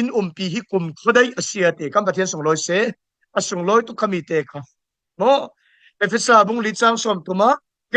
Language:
Falam Chin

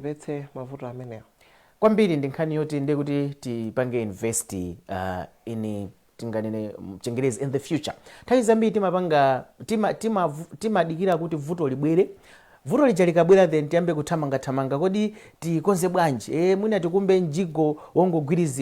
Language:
Nyanja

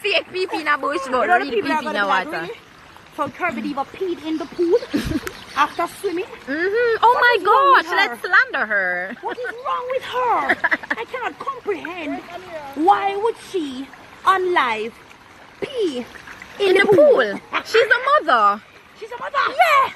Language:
Jamaican Creole English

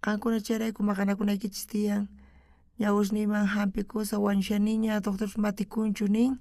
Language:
South Bolivian Quechua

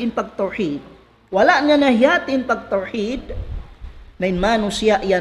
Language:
Tausug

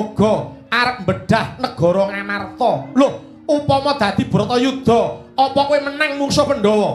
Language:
Javanese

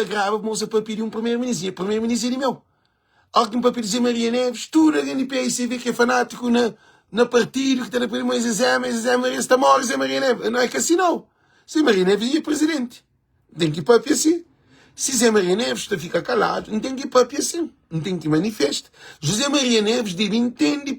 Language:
Kabuverdianu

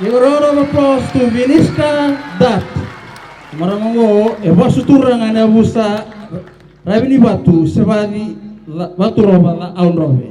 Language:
Fijian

